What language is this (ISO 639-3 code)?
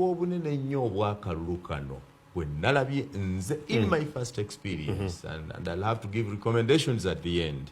lug